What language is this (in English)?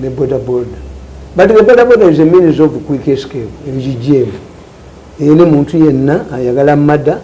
Ganda